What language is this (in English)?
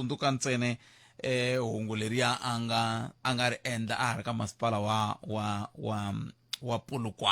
Tsonga